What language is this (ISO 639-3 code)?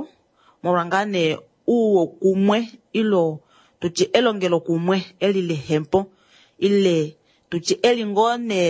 kua